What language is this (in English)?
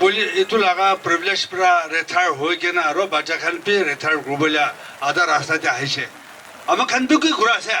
Naga Pidgin